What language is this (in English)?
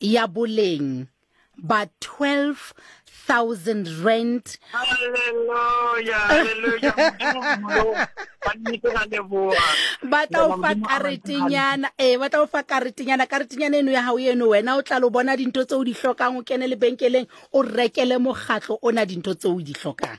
Southern Sotho